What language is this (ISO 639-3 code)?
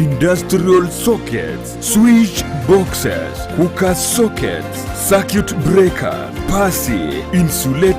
guz